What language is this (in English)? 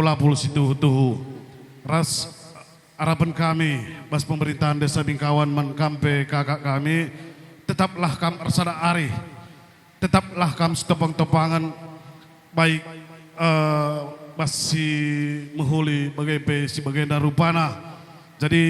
Batak Karo